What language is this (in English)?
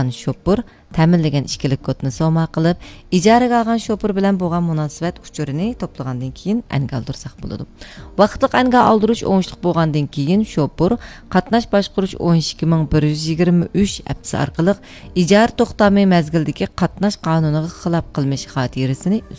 Uyghur